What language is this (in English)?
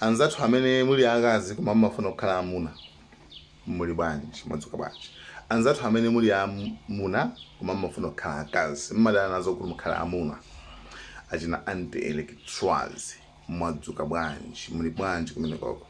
Nyanja